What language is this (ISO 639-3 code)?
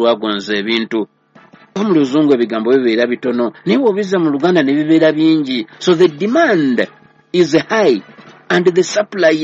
lug